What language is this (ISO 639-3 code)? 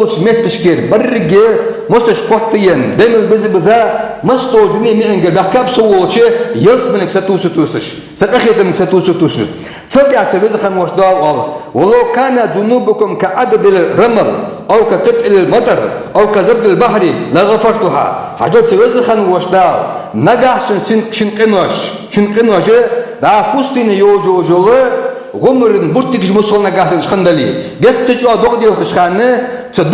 inh